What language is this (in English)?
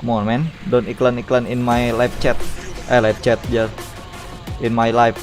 Banjar